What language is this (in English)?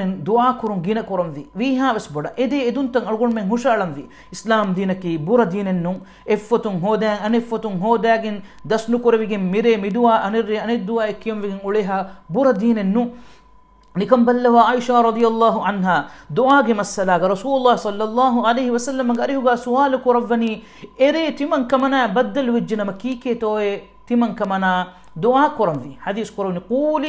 Divehi